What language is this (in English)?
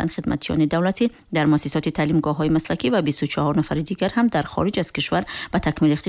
Tajik